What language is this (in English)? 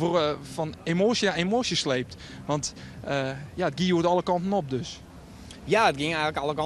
Western Frisian